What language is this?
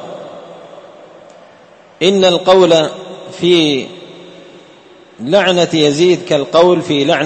Arabic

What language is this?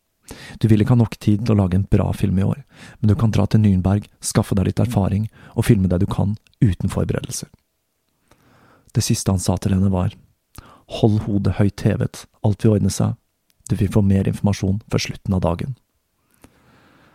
Norwegian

